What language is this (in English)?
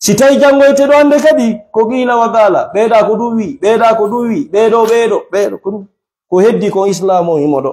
Fula